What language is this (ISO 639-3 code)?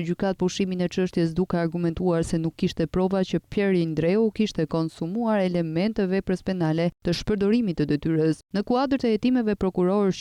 sqi